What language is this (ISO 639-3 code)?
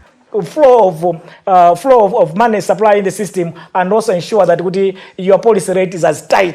nya